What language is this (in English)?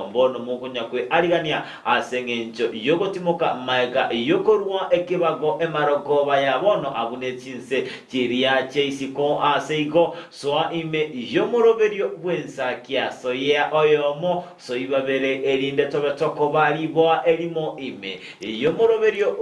Gusii